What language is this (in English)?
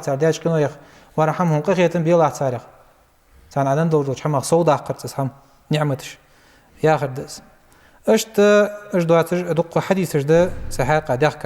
Ingush